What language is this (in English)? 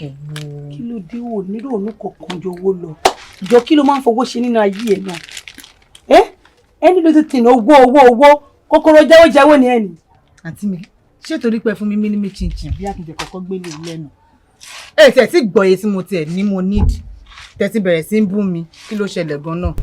Yoruba